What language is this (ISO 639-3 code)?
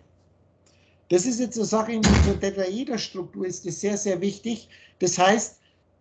deu